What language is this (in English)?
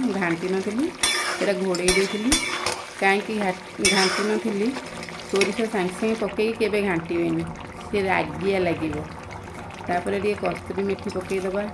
Odia